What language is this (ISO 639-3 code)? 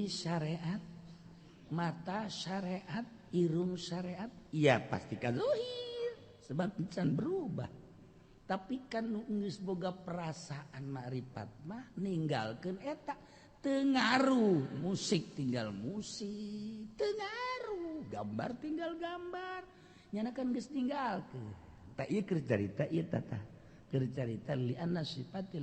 sun